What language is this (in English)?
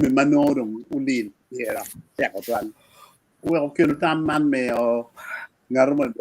Acoli